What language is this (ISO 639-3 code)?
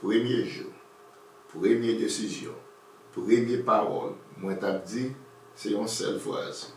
hat